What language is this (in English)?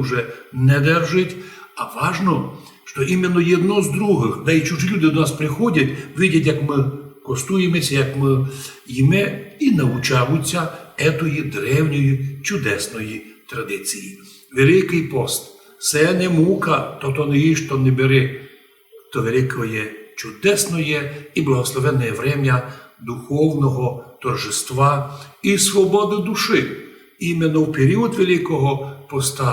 Rusyn